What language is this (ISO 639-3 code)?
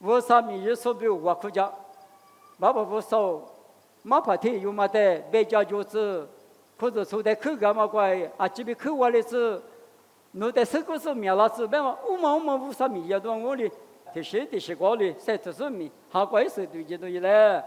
lis